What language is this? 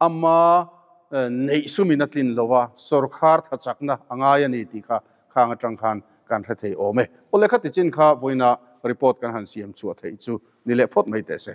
Mizo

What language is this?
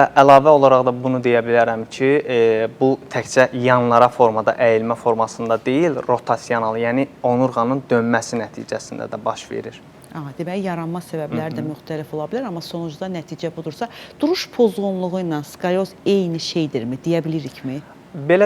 Azerbaijani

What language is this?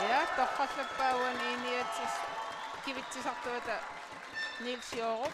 Kalaallisut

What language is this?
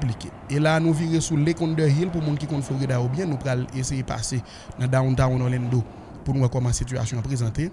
Haitian Creole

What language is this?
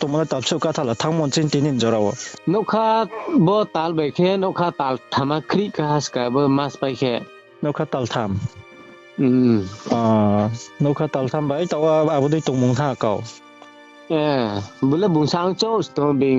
Riang (India)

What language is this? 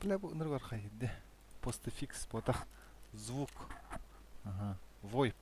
Yakut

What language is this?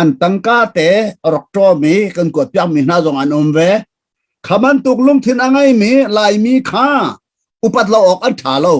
Hakha Chin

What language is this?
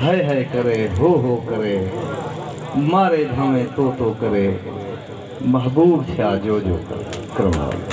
Saraiki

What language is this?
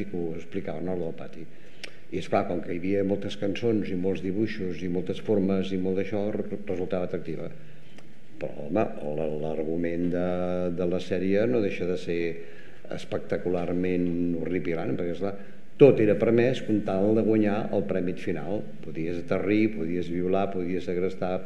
Catalan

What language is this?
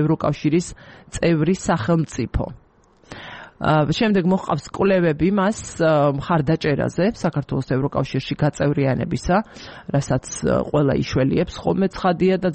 Georgian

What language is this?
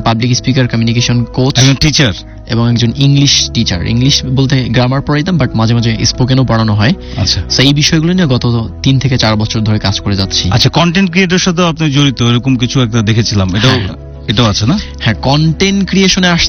Bangla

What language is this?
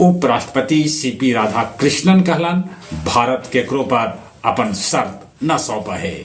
Magahi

